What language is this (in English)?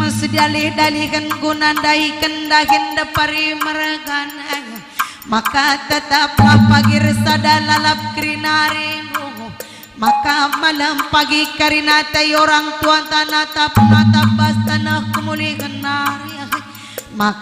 Batak Karo